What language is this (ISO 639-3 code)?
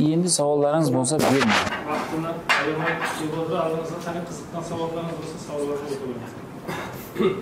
kaa